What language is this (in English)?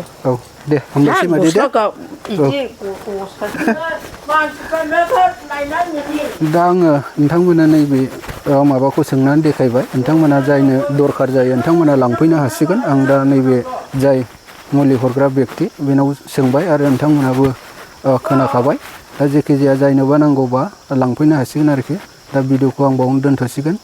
Bodo